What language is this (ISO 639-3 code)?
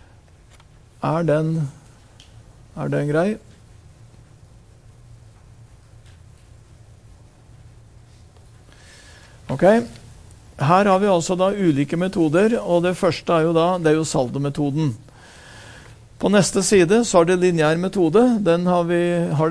nor